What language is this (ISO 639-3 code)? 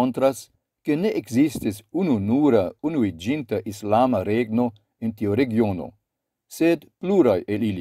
epo